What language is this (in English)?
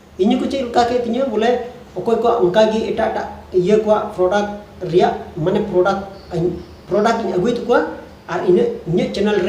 Santali